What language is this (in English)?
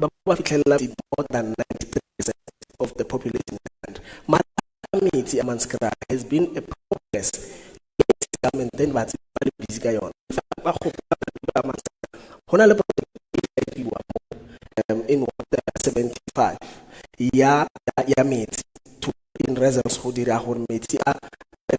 Tswana